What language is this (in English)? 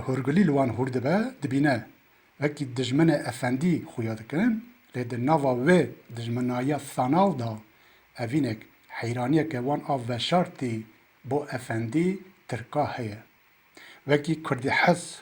Kurdish